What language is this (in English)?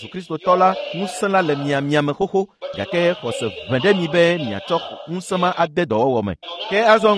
Ewe